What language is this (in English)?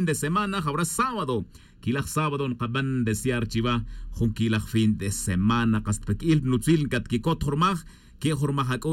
Tz'utujil